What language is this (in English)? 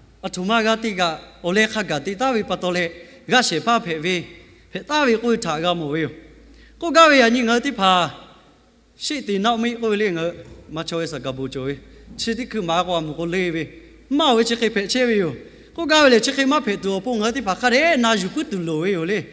Lahu